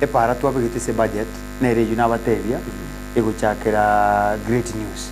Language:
Gusii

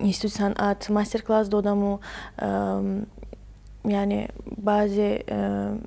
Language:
Tajik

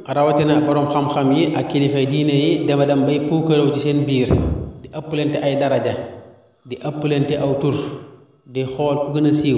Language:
Wolof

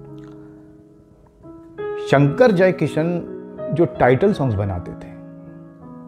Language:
Hindi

